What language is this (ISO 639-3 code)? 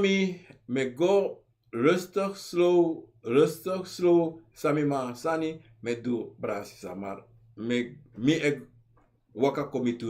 srn